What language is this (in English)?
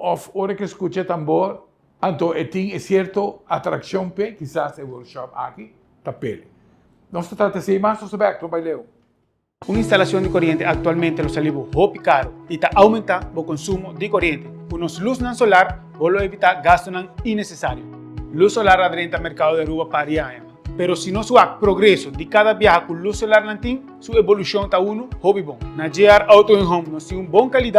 Papiamento